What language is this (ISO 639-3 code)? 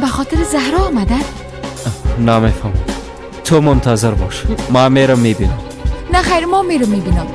fas